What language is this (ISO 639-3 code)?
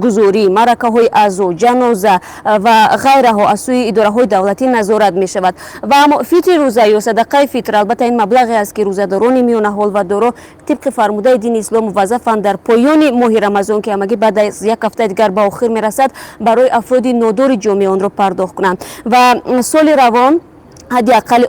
tgk